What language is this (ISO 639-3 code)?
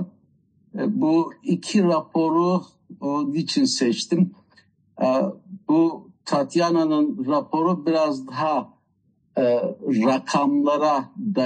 tur